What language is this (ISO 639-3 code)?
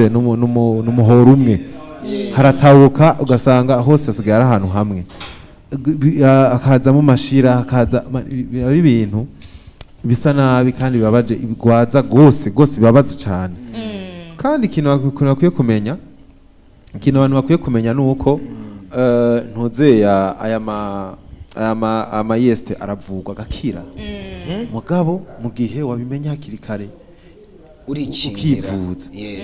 run